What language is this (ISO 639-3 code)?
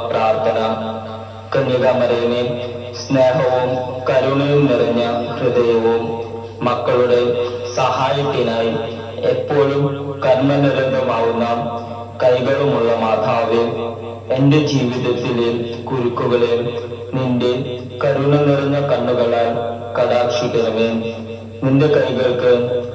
mal